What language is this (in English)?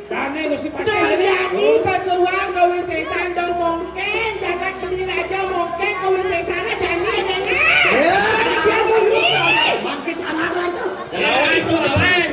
Balinese